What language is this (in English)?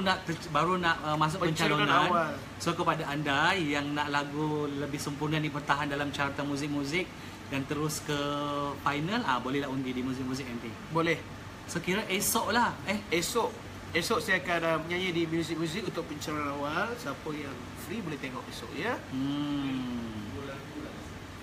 Malay